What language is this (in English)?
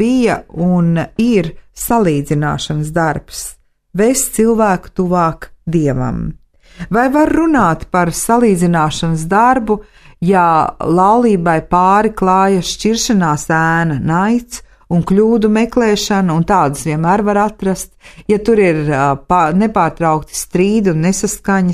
Latvian